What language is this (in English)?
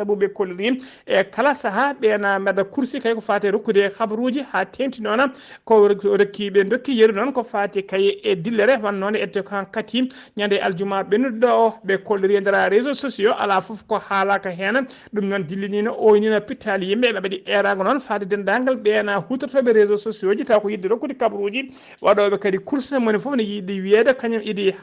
Fula